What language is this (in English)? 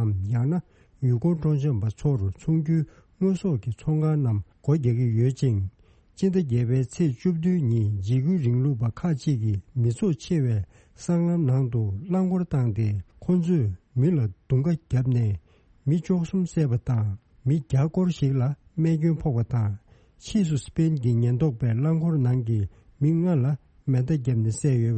Tibetan